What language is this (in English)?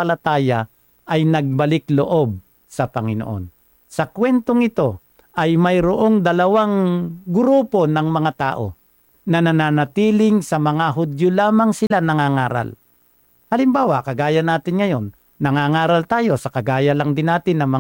Filipino